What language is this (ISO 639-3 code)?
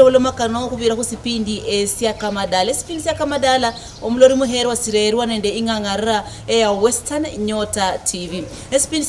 luy